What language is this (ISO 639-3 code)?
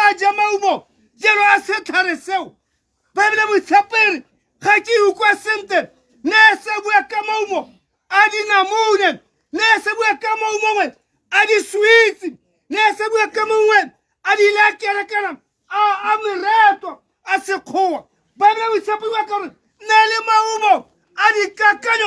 tsn